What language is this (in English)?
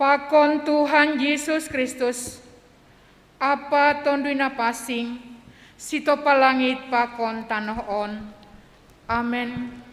Batak Simalungun